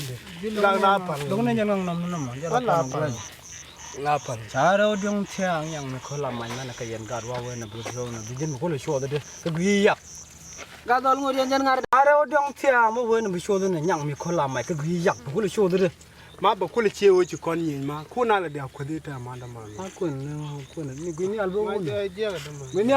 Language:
Nuer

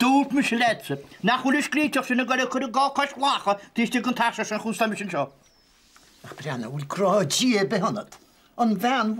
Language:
Irish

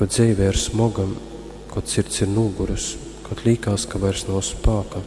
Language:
Latgalian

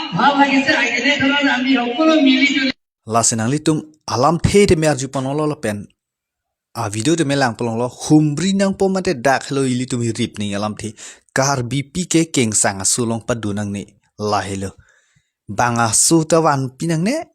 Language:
Karbi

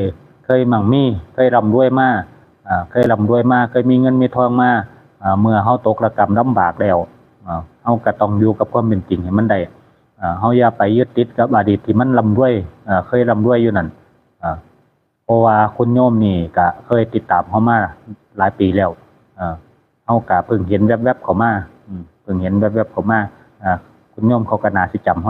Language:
Northeastern Thai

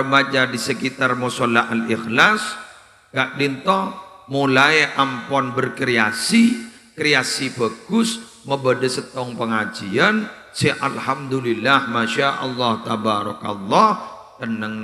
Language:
Madurese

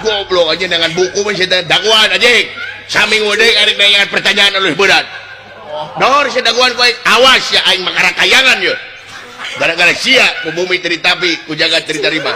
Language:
Sundanese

